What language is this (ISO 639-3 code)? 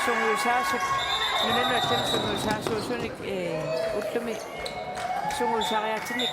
kal